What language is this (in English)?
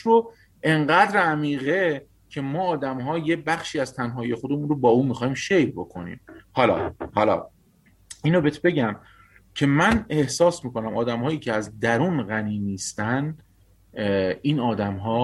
Persian